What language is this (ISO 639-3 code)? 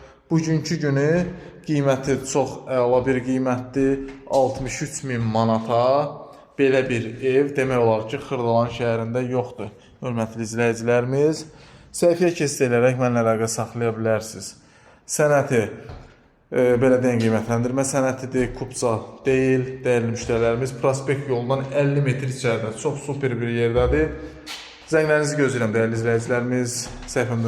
aze